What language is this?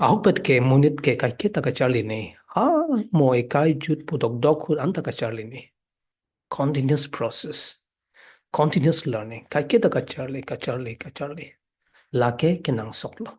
Karbi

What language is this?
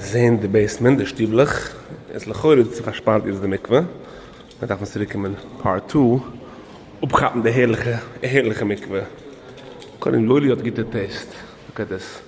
Yiddish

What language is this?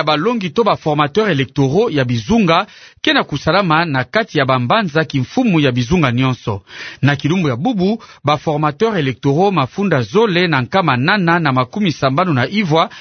Kituba (Democratic Republic of Congo)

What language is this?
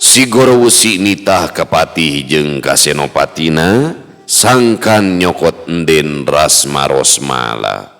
Sundanese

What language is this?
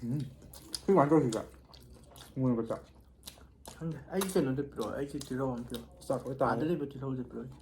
Manipuri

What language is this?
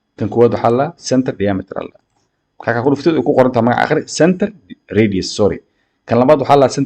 Somali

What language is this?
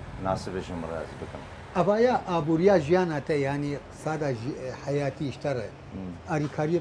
Kurdish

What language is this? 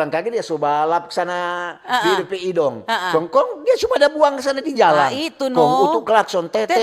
Manado Malay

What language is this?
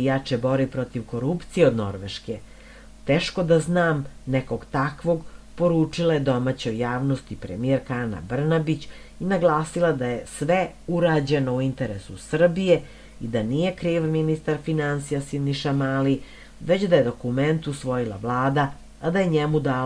Serbian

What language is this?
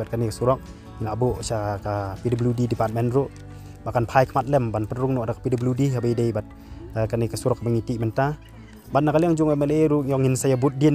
Khasi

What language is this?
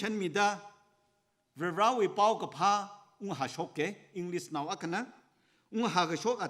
Tangkhul Naga (India)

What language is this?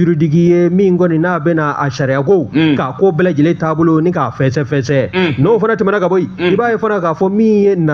Bambara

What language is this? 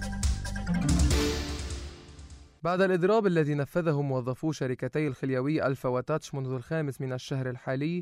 Arabic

